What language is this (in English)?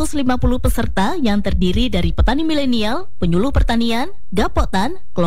Indonesian